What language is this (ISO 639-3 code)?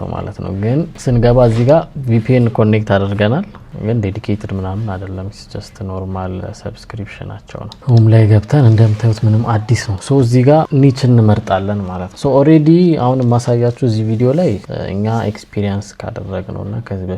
amh